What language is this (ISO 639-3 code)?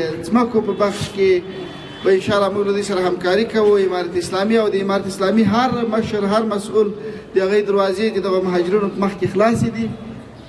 pus